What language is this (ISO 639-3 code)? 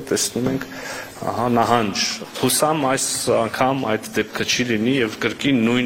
hye